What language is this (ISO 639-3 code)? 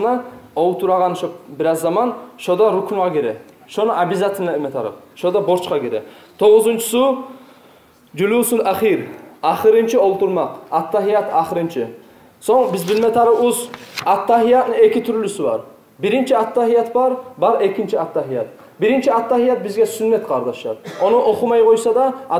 kum